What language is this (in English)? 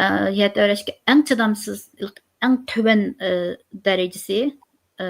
Uyghur